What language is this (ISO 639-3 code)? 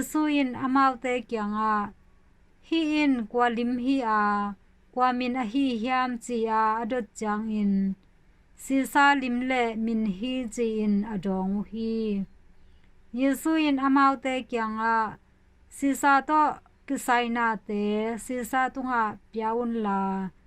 ctd